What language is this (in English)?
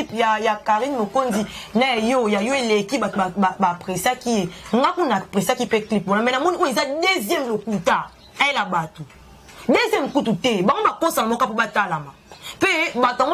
Lingala